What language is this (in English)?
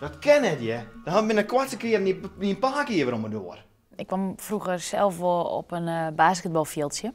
Western Frisian